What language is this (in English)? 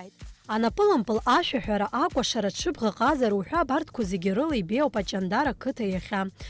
Abkhazian